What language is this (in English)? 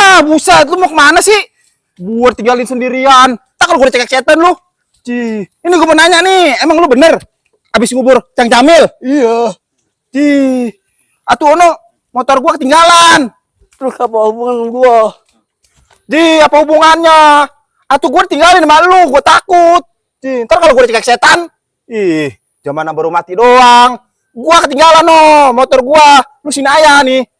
Betawi